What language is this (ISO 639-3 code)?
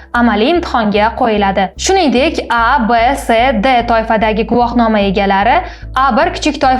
uzb